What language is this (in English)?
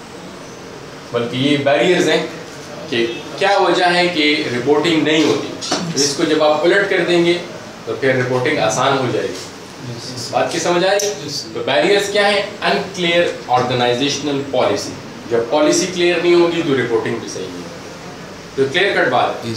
Urdu